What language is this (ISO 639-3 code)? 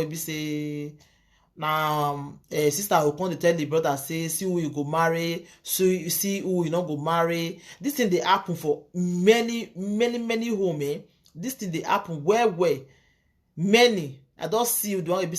pcm